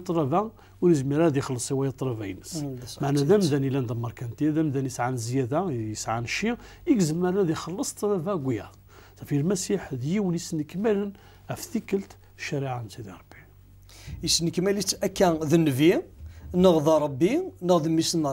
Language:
Kabyle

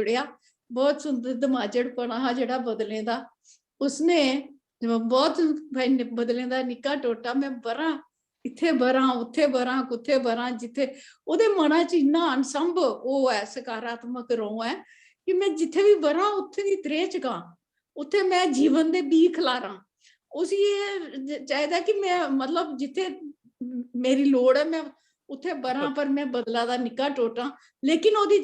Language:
Dogri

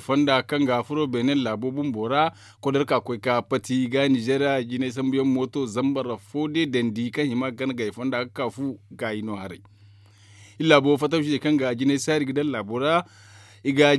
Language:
Zarma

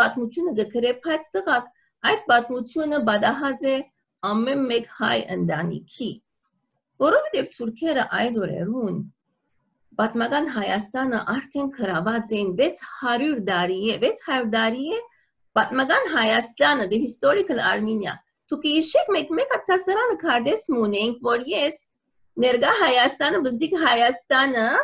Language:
Western Armenian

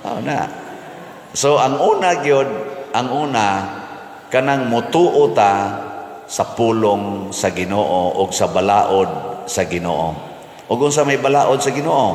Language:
Cebuano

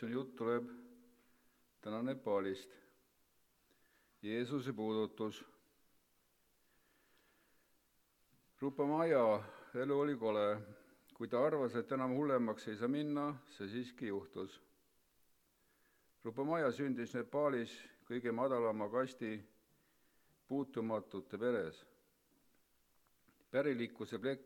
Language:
Estonian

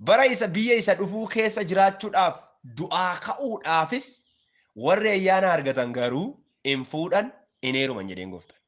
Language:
Oromo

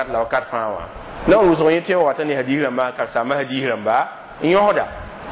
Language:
Mossi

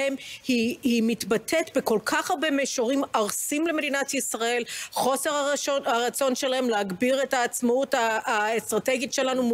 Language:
Hebrew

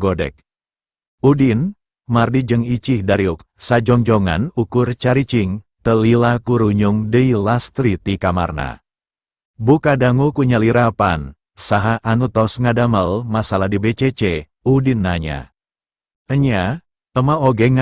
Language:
Sundanese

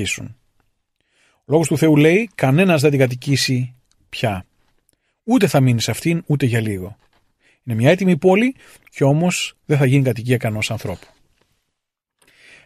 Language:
Greek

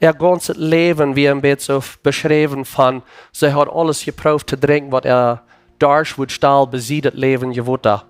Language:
Plautdietsch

